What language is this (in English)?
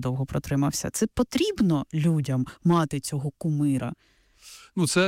Ukrainian